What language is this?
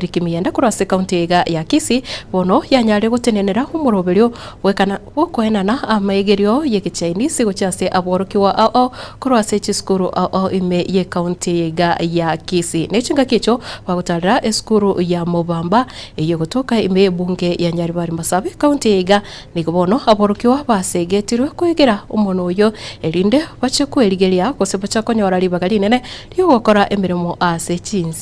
Gusii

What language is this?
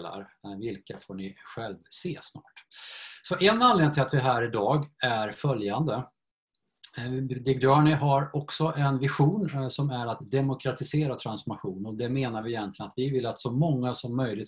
Swedish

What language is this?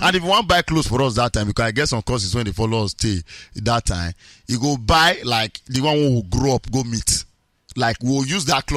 Nigerian Pidgin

